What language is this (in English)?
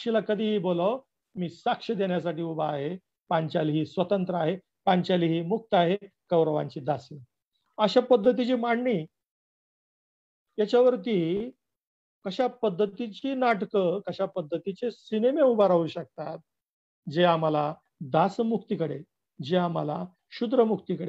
Marathi